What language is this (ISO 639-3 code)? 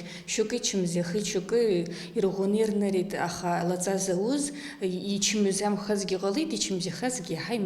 abk